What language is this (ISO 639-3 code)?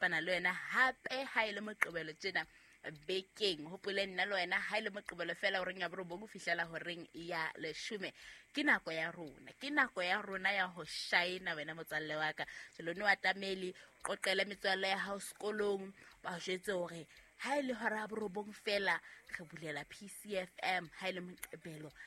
sot